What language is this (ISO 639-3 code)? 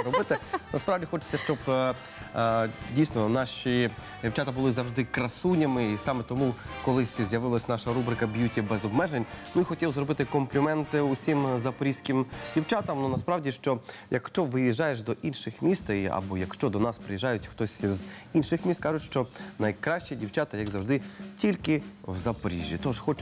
ukr